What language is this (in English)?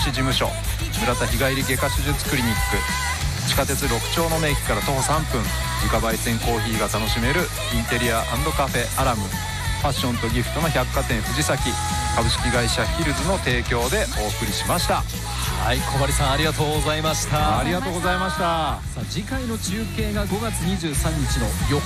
Japanese